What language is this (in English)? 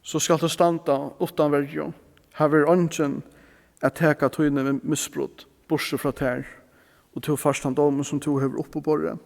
Faroese